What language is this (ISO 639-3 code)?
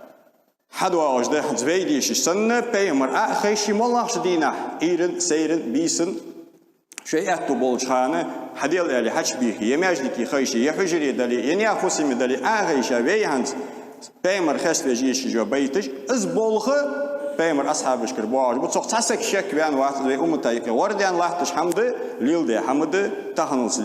inh